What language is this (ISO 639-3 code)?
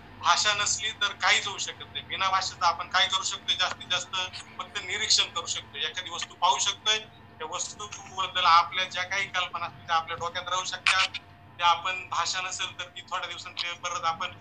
mar